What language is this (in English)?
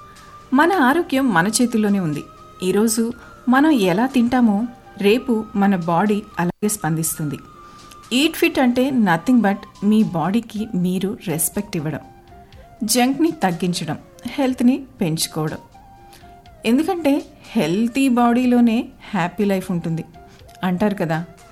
Telugu